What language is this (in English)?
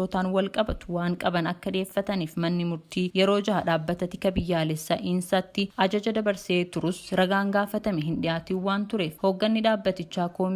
Oromo